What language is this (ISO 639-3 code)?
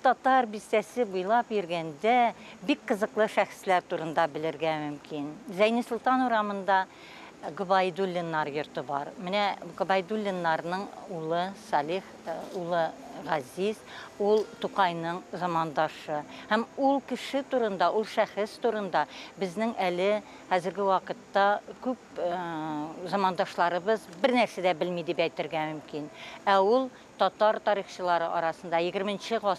tat